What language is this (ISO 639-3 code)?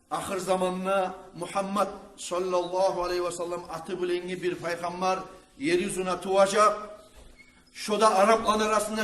kum